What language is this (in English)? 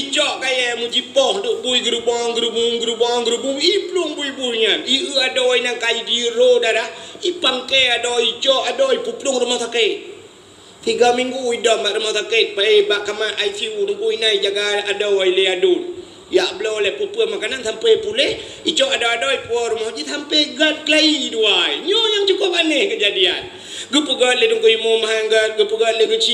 Achinese